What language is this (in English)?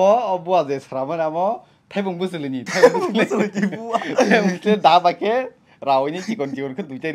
Kok Borok